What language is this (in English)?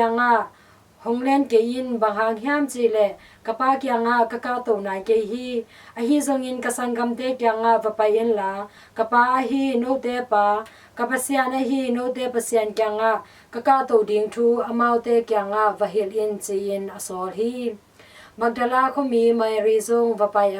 Tedim Chin